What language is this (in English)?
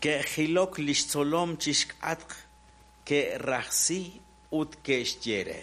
Kekchí